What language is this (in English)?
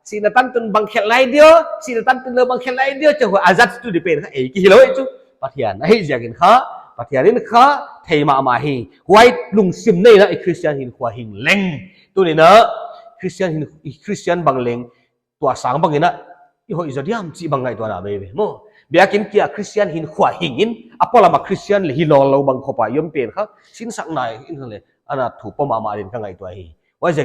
Paite Chin